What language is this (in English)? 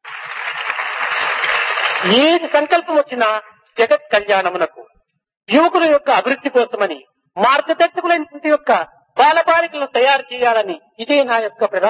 Telugu